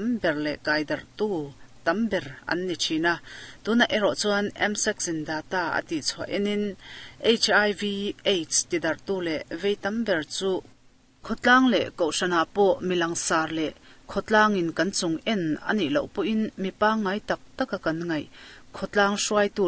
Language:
Mizo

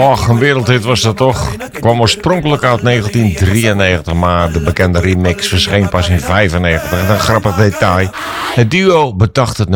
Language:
Dutch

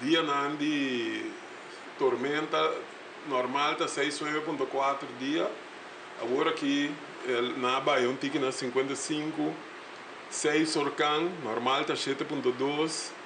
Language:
Papiamento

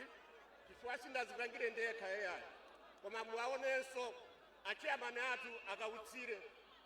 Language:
Nyanja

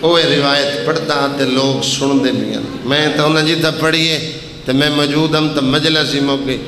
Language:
Saraiki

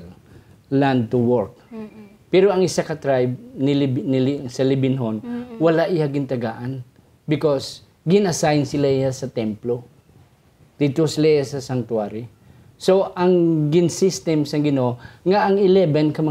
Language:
Hiligaynon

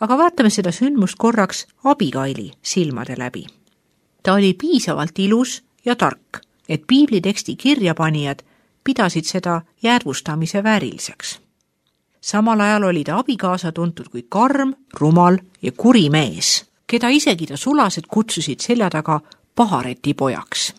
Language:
Estonian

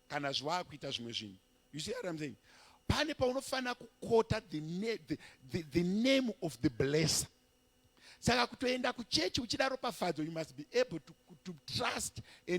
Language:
Shona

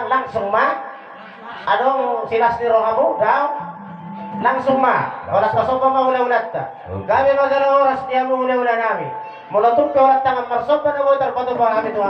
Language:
Batak Toba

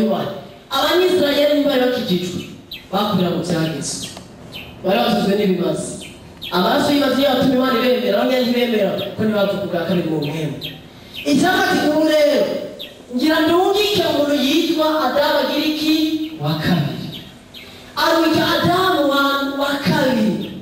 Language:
Rundi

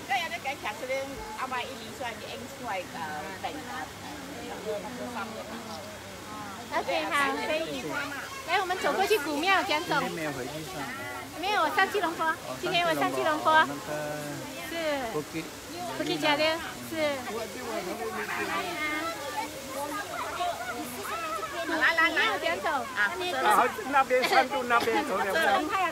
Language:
Chinese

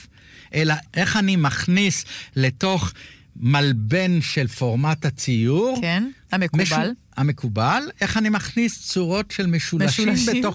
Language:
Hebrew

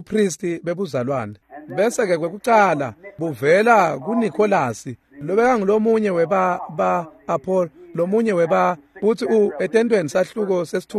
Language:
Swati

